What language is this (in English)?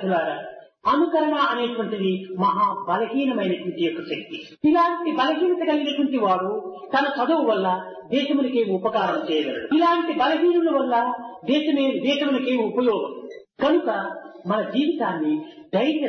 Telugu